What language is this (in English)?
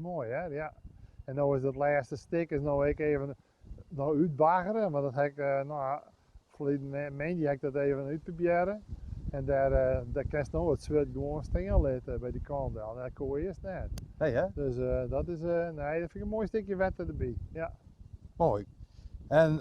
Western Frisian